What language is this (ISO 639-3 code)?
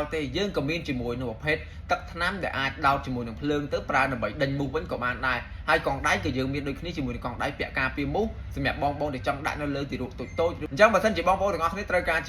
khm